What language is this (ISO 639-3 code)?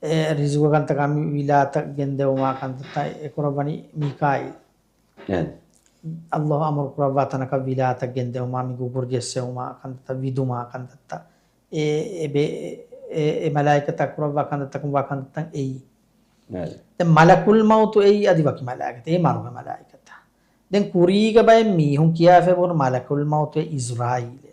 div